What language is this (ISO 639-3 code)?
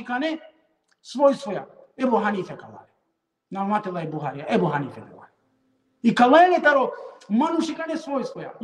rmn